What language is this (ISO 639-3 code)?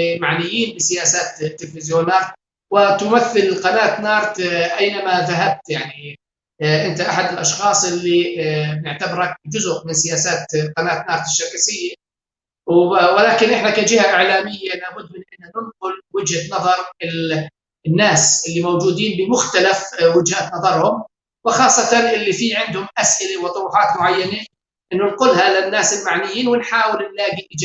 apc